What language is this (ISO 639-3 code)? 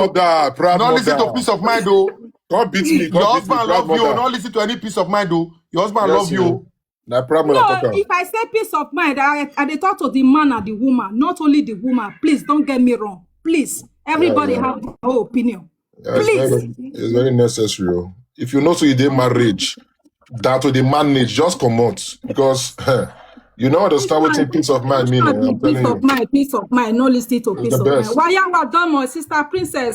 pcm